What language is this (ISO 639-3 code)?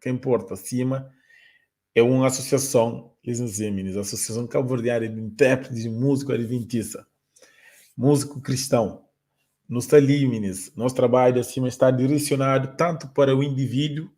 kea